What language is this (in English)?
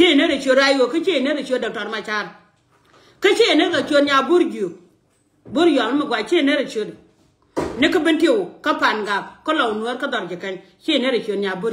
Nuer